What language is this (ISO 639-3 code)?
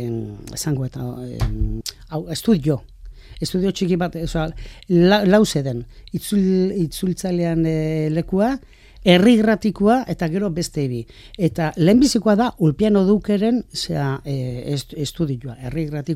eus